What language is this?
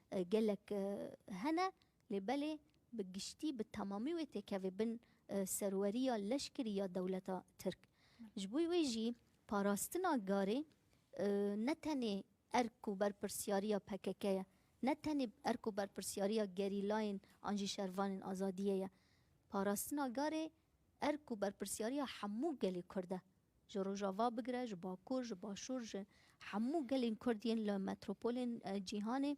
Kurdish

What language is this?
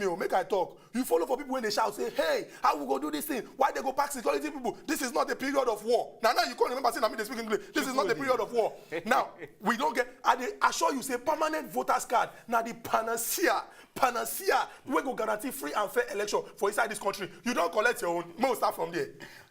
Nigerian Pidgin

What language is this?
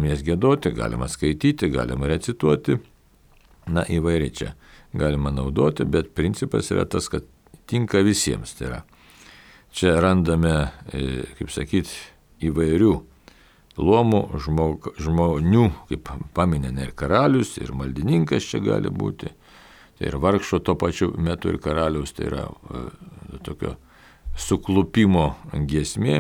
Lithuanian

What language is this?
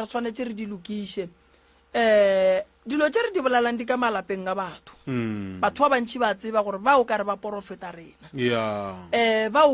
Northern Sotho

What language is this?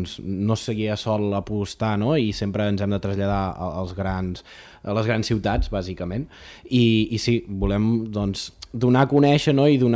Catalan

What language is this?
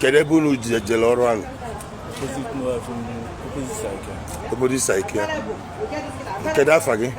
Igbo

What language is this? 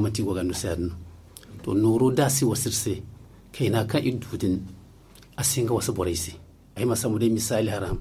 Zarma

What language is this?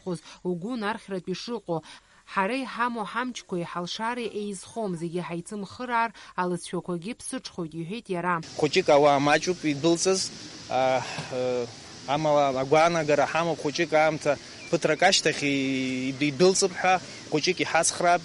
Abkhazian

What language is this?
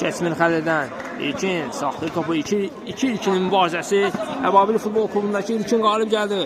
Azerbaijani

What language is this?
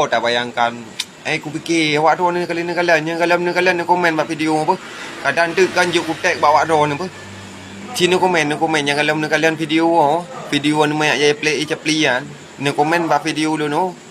Achinese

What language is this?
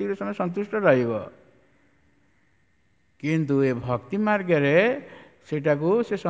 Odia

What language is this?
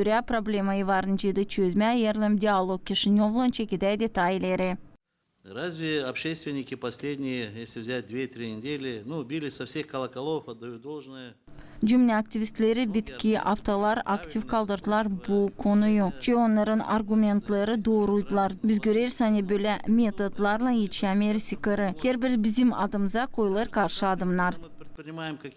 Gagauz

